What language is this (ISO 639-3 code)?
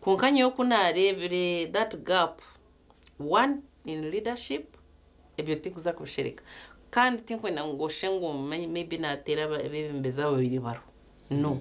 nyn